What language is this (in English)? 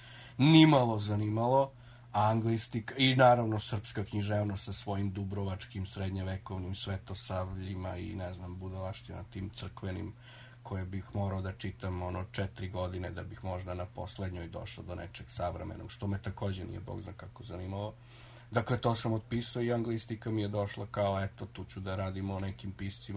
Serbian